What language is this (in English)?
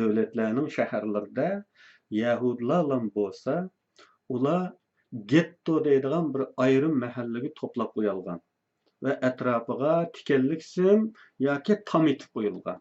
Uyghur